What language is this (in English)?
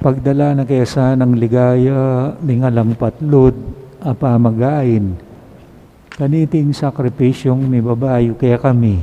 Pampanga